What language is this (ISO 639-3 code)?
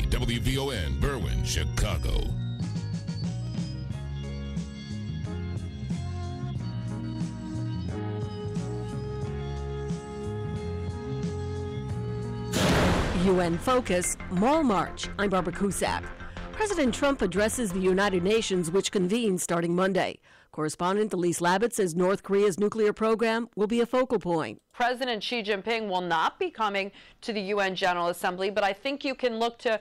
eng